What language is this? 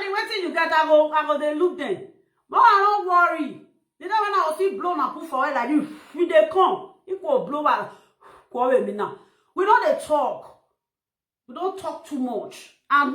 Nigerian Pidgin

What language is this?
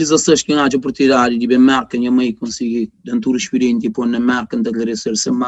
Kabuverdianu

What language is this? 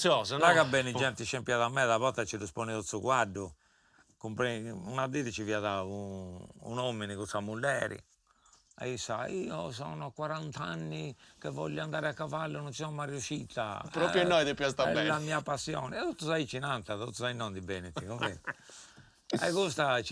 Sardinian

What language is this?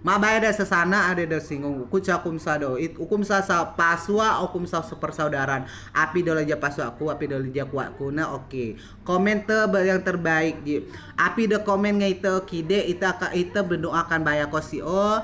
Rejang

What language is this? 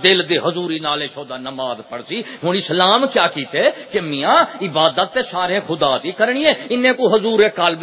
Saraiki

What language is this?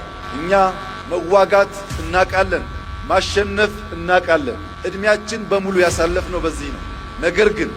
Amharic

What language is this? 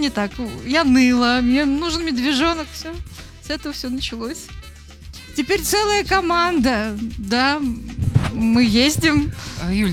Russian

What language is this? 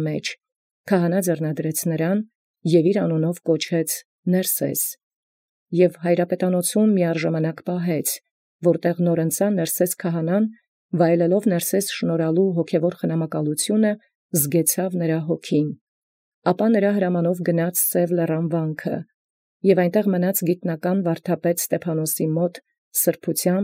Armenian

